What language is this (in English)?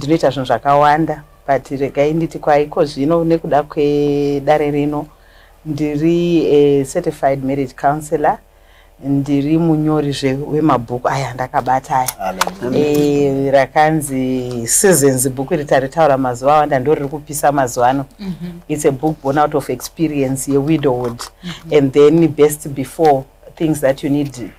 Shona